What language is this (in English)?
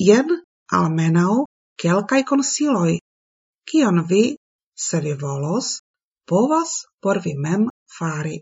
Esperanto